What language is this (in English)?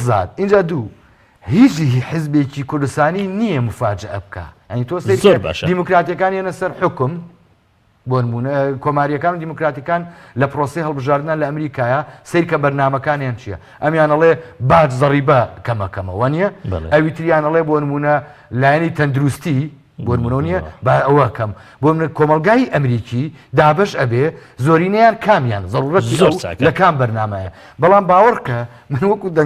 Central Kurdish